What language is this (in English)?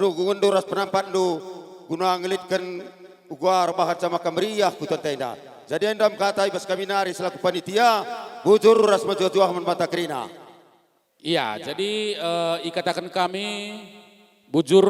Batak Karo